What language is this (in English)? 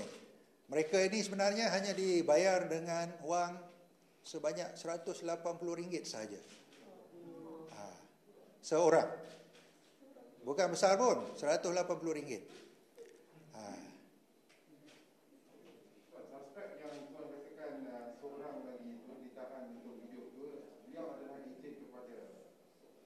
Malay